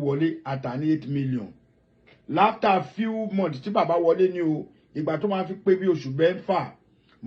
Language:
Yoruba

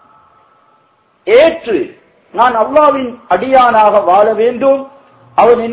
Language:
Tamil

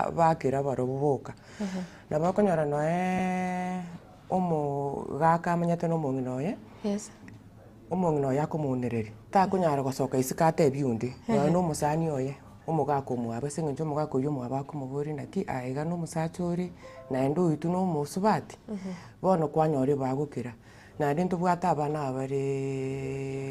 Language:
Gusii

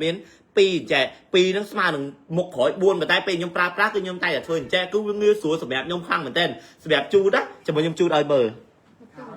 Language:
Khmer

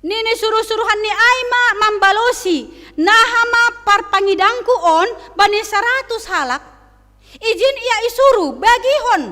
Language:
Batak Simalungun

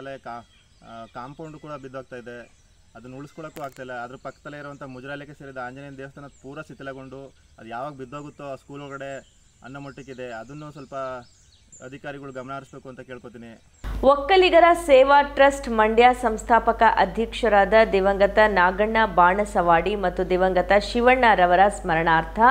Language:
Kannada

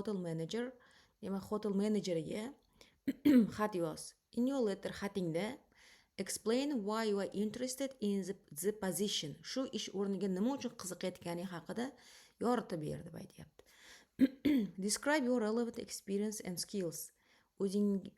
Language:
Uzbek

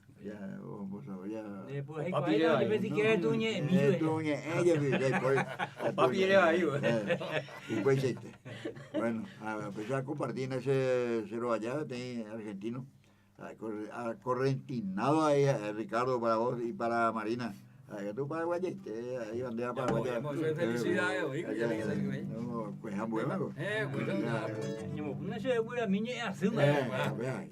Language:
Guarani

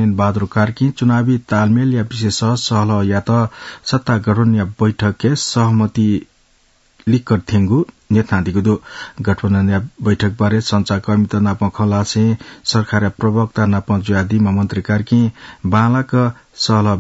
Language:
Newari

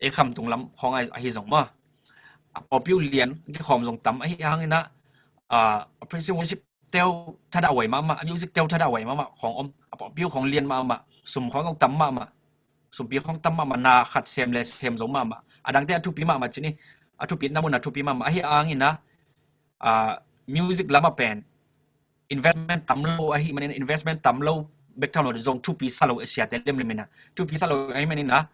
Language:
Tedim Chin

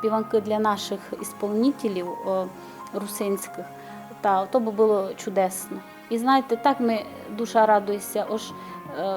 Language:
Rusyn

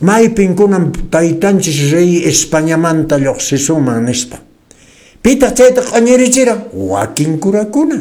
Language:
Quechua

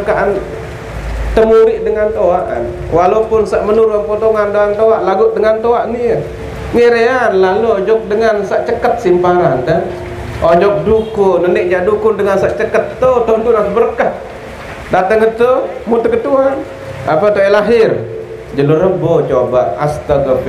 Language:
Sasak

